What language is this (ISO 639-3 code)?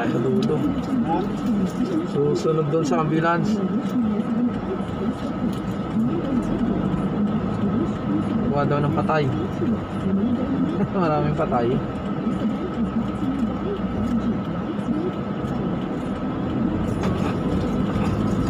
fil